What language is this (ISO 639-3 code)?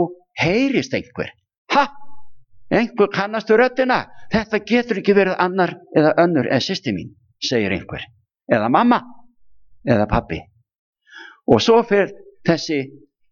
isl